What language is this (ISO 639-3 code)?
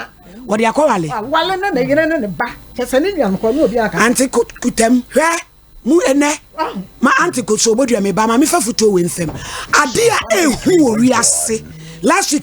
aka